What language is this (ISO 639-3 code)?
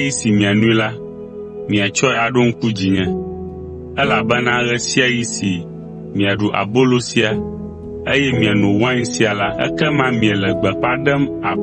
ewe